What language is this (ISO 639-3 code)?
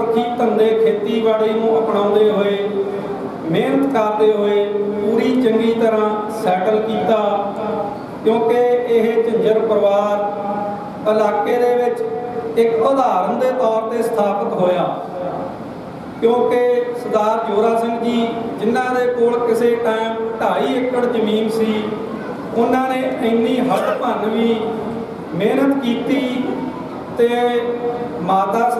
pan